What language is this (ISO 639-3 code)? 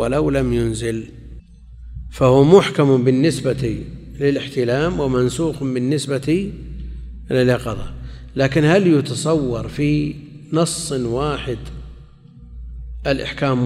ara